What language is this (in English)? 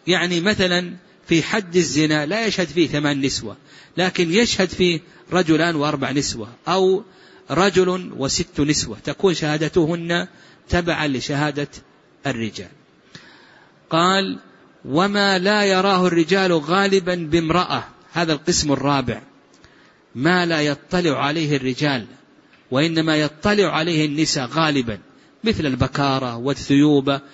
Arabic